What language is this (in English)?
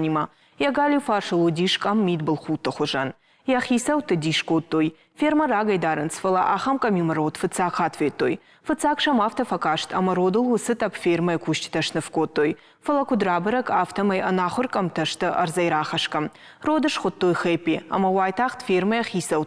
Ossetic